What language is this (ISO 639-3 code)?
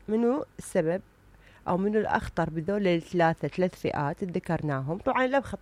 acm